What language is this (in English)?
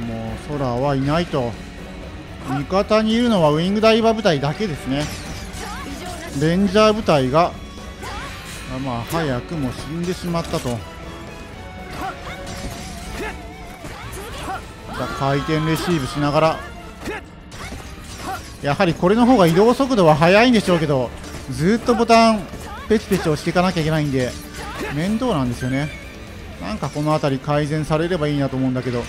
Japanese